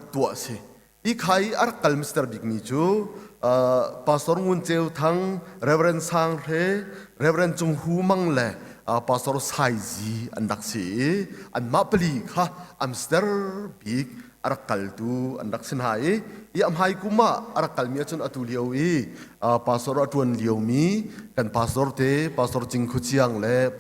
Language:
Hakha Chin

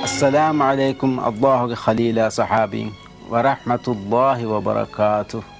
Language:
Divehi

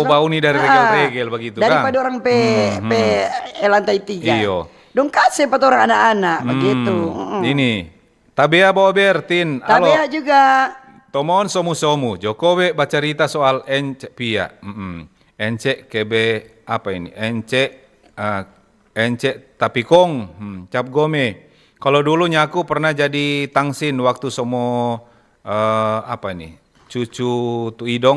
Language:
Manado Malay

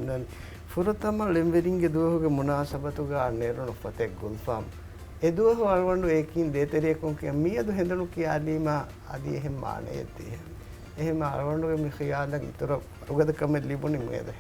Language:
Divehi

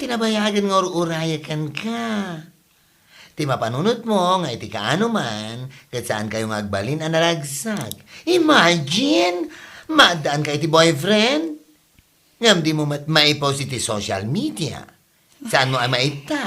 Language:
Iloko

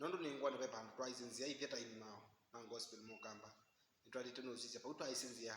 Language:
Kamba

